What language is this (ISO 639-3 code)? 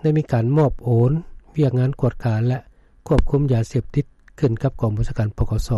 lao